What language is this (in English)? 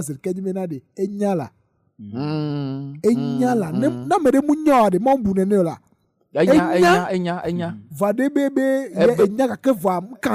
Ewe